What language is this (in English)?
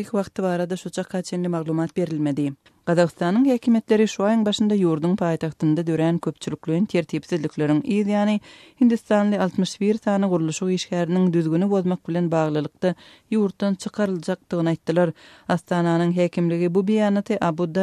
Turkmen